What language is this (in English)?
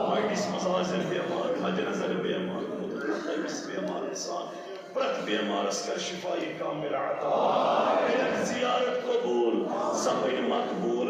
Kashmiri